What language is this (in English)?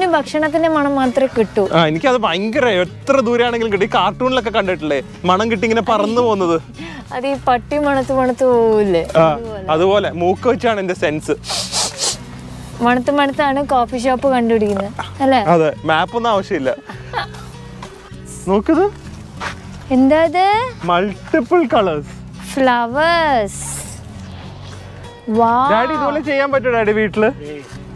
Malayalam